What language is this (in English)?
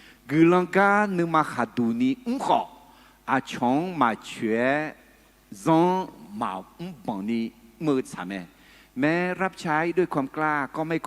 Akha